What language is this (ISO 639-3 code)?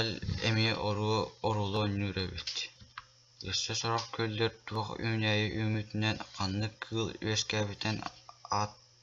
sah